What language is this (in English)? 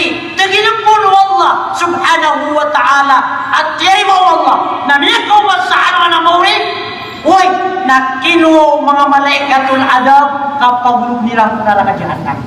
Maranao